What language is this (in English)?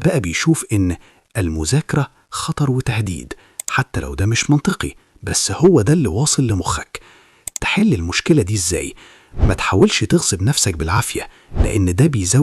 Egyptian Arabic